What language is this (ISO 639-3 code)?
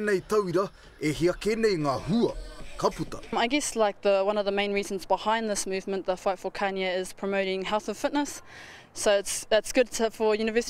mri